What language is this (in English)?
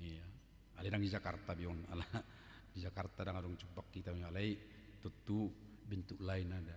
Batak Toba